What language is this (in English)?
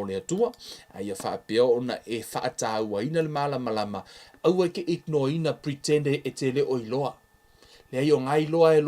Samoan